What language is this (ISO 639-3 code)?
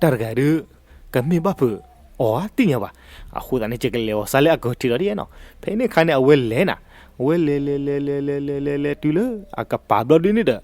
ksw